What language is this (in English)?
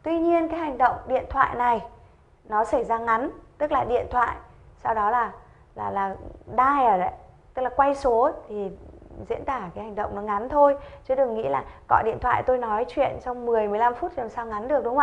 Vietnamese